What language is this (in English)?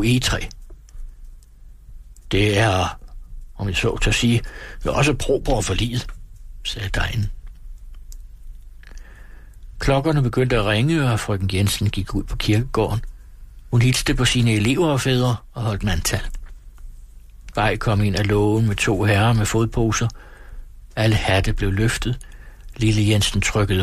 Danish